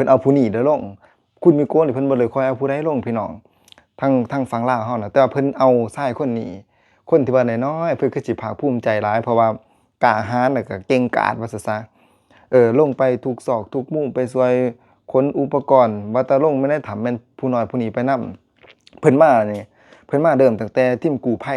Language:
Lao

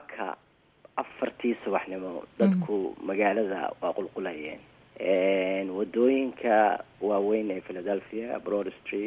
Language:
Somali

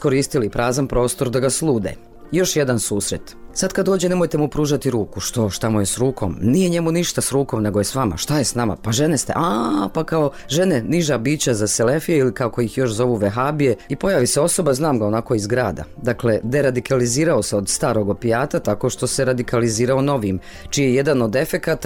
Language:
Bosnian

